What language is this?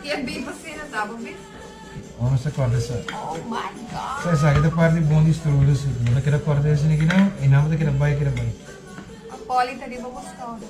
Papiamento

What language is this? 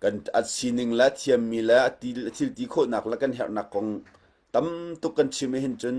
Hakha Chin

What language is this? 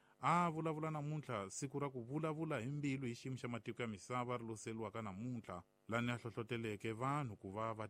Tsonga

